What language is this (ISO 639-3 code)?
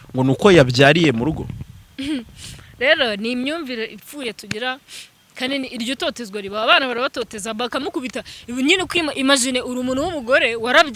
kin